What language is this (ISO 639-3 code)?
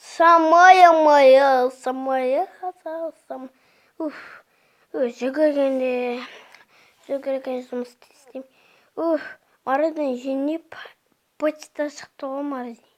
kaz